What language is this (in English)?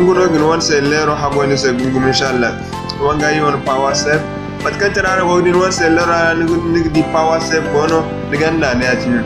Zarma